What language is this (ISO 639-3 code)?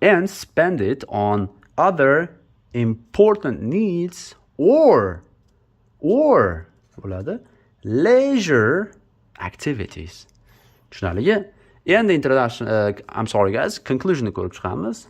uzb